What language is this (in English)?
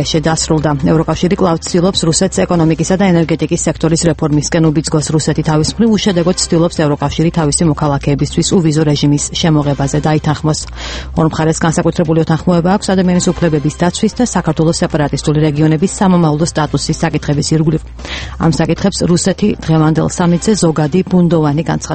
Georgian